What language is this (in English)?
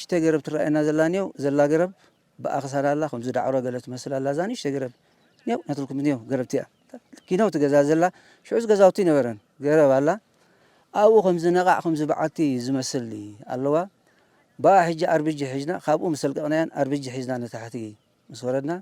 Tigrinya